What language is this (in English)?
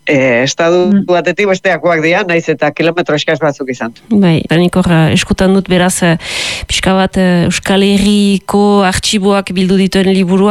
Basque